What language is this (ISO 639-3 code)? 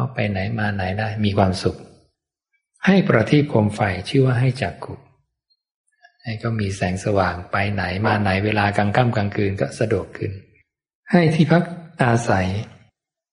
tha